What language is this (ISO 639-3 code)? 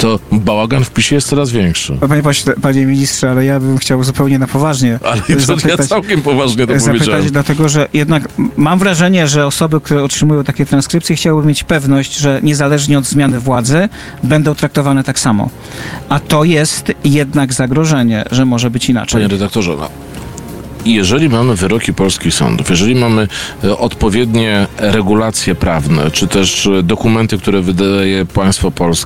pol